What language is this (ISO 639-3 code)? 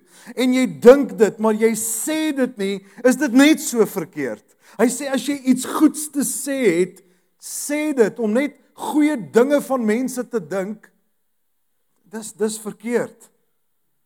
afr